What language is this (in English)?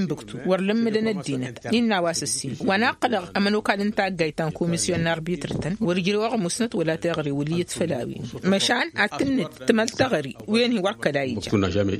Tamasheq